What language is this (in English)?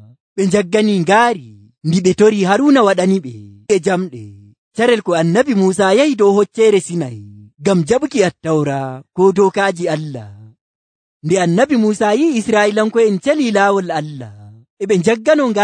Nigerian Fulfulde